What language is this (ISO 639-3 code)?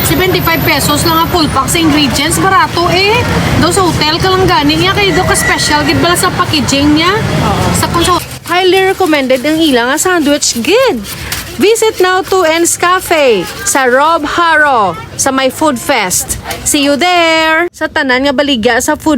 hil